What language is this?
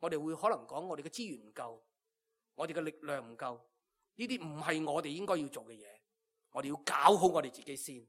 Cantonese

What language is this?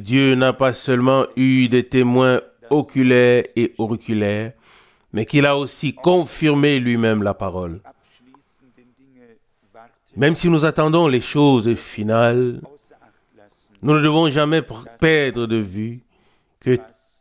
French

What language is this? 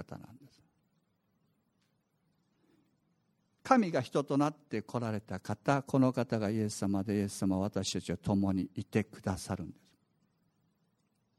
Japanese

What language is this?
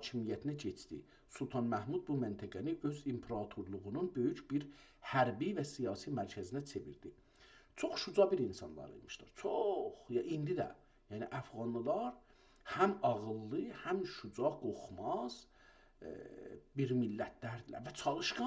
South Azerbaijani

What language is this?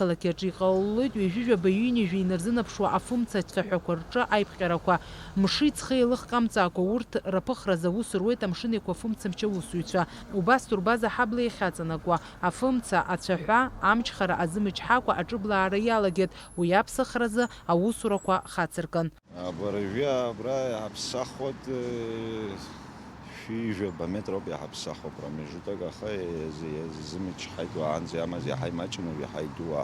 Abkhazian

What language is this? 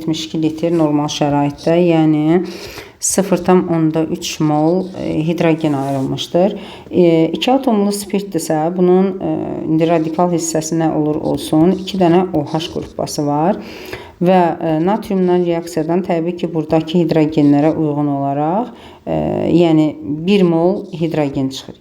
Azerbaijani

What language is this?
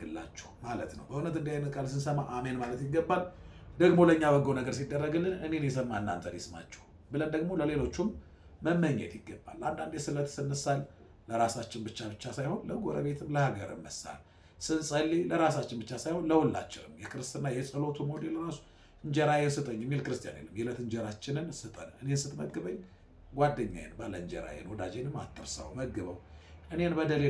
Amharic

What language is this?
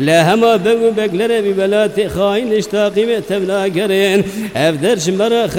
Kurdish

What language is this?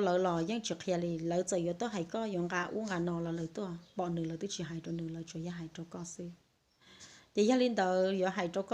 Hmong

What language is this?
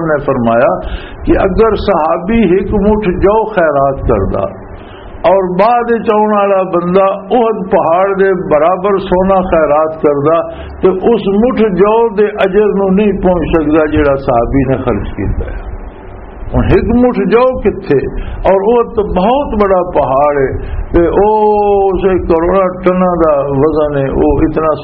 Western Panjabi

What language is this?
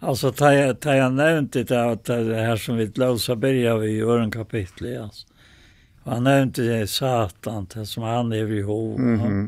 Faroese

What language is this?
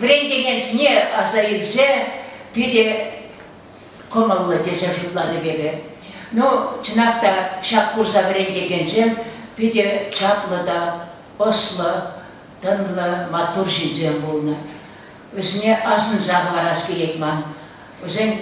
Chuvash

